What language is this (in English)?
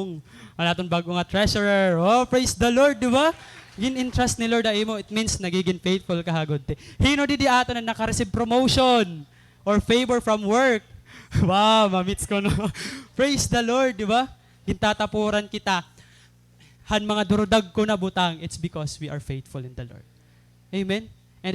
Waray